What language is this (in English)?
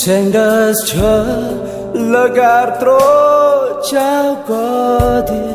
Central Mnong